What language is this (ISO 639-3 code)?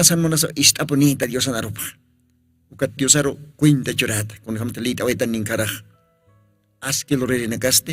aym